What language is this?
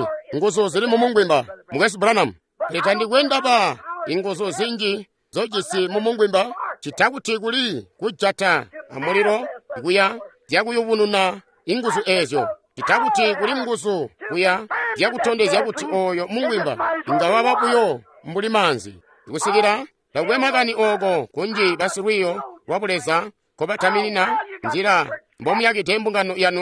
Tonga (Zambia)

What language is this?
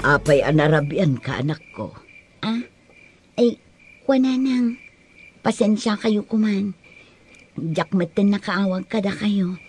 Iloko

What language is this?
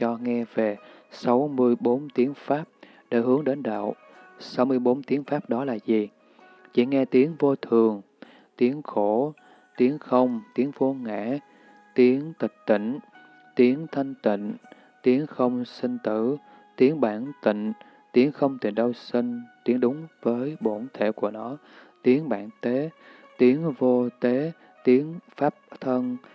Vietnamese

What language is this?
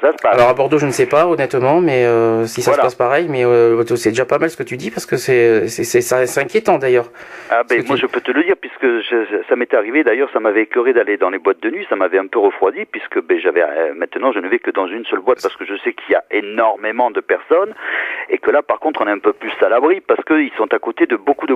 French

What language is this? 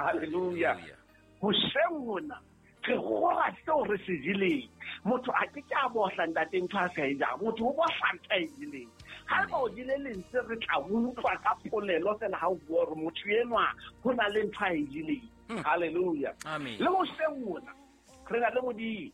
Southern Sotho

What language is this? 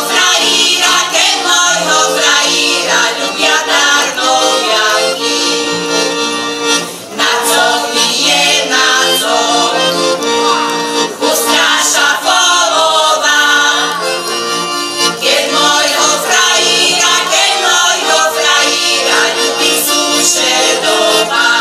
Slovak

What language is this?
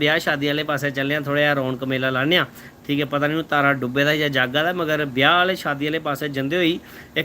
Dogri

